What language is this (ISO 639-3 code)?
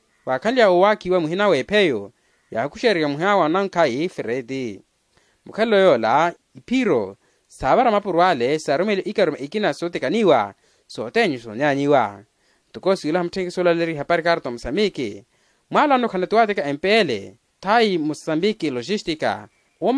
vmw